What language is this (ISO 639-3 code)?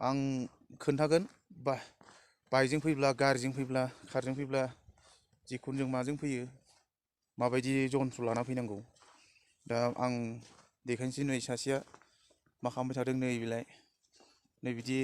brx